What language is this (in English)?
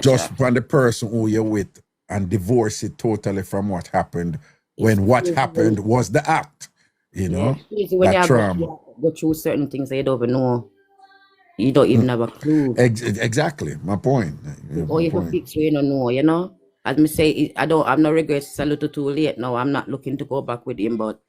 Jamaican Creole English